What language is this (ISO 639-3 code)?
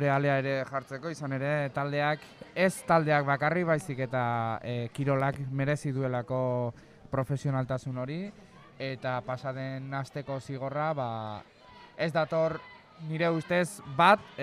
eus